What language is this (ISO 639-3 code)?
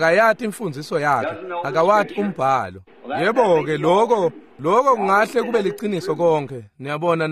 ssw